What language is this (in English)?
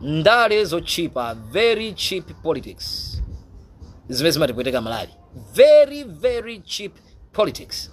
Nyanja